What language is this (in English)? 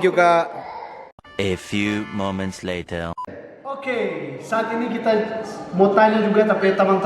Manado Malay